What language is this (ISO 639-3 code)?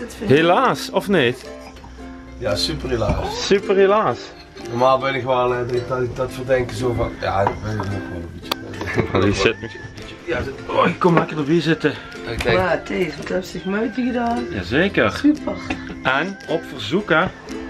lim